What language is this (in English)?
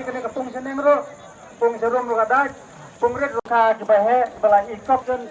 Khasi